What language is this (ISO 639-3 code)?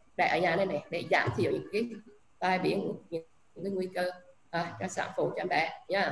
vie